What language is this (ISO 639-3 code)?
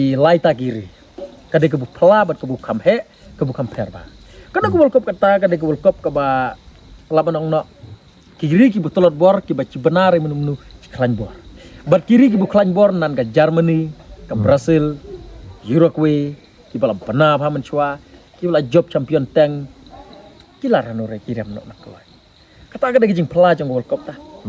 kha